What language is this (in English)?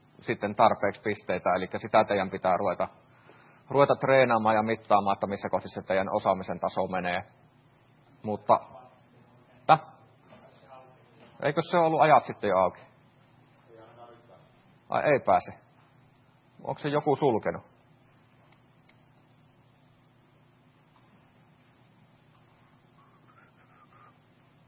Finnish